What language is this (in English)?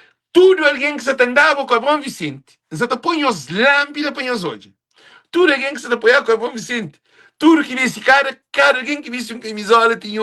Kabuverdianu